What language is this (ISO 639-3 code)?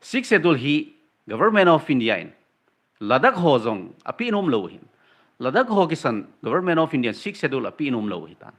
tcz